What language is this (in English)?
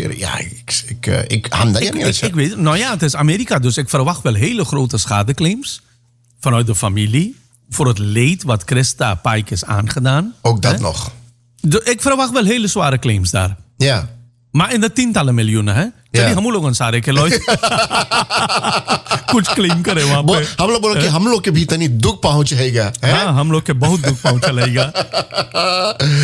Dutch